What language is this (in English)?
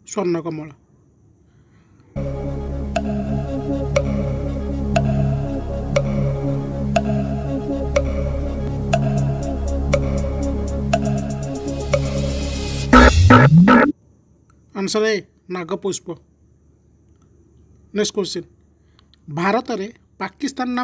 Odia